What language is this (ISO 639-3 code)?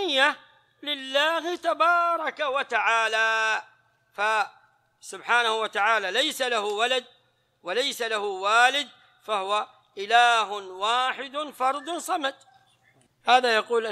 ara